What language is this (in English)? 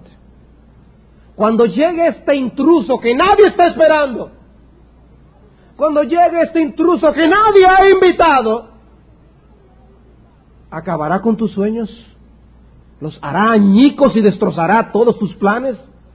Spanish